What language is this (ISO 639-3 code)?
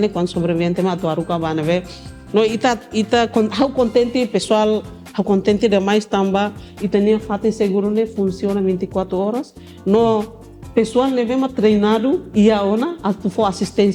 tet